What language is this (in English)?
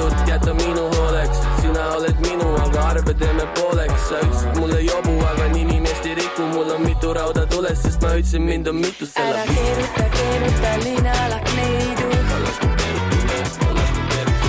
Estonian